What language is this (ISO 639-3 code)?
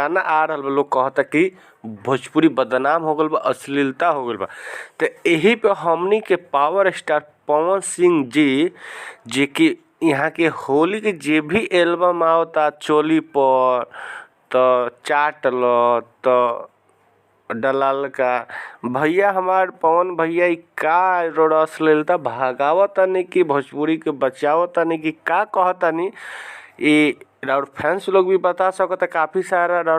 bho